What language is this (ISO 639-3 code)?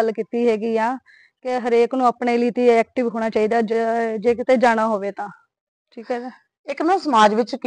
pan